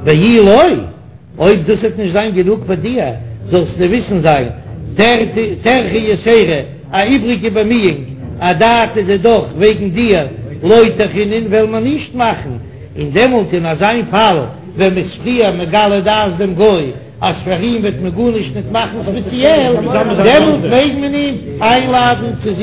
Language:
Yiddish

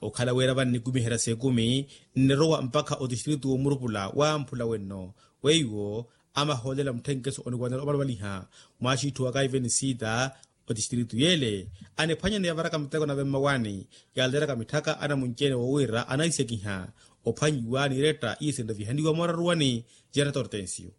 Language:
Makhuwa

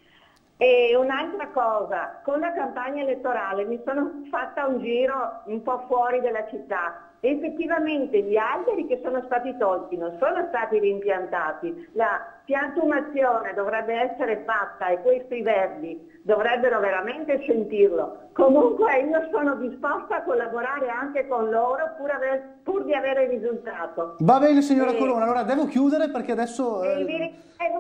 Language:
Italian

